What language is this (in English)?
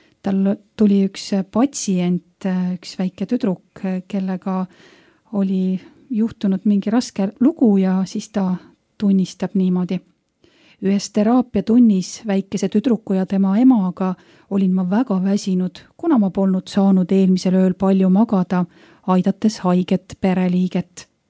Estonian